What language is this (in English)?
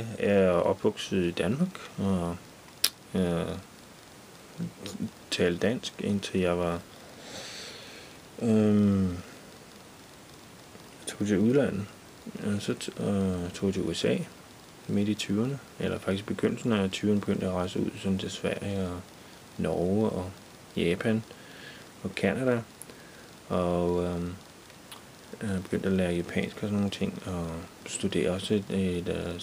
Danish